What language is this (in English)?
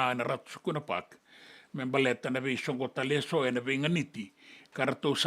Fijian